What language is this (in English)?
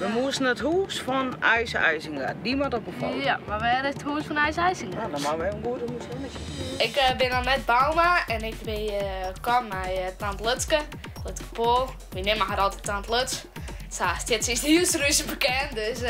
Western Frisian